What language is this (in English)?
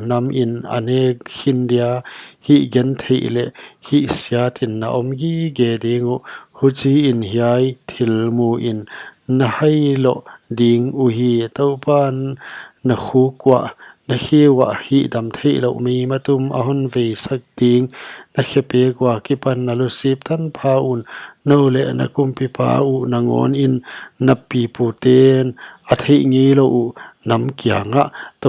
Paite Chin